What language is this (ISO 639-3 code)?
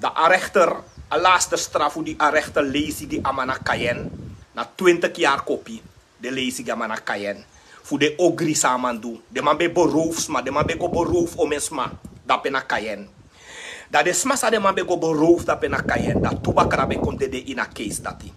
srn